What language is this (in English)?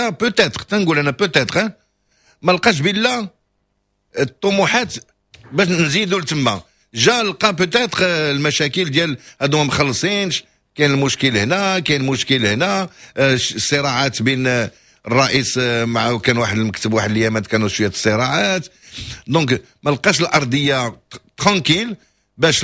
Moroccan Arabic